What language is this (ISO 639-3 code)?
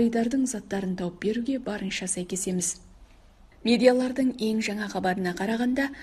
kaz